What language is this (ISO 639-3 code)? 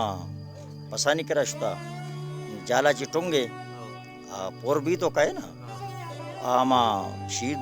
bal